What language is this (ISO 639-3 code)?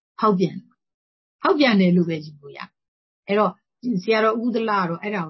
mya